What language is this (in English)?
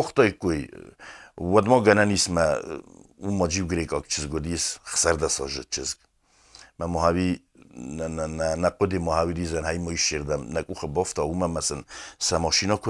Ossetic